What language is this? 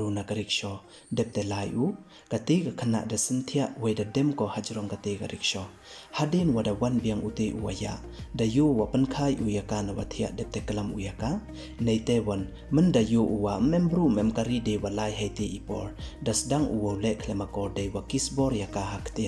Pnar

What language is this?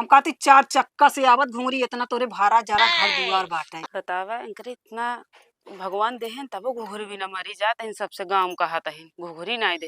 Awadhi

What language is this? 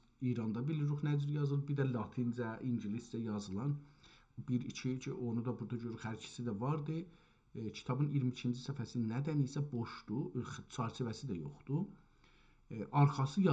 South Azerbaijani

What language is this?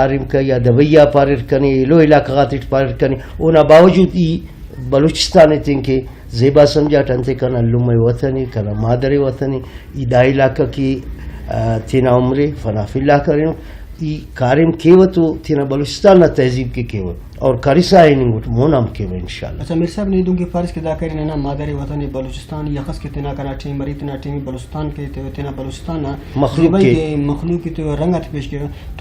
Brahui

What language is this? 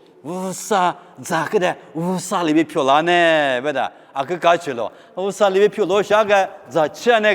Lisu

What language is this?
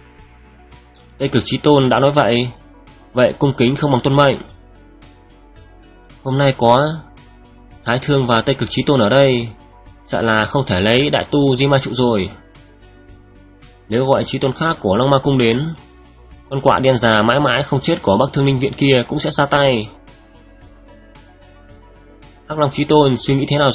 Vietnamese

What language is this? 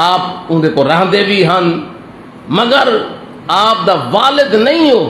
Saraiki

